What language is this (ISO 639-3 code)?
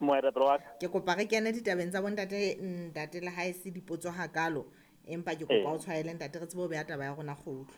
sot